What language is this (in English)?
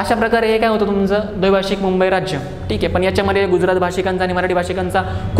Marathi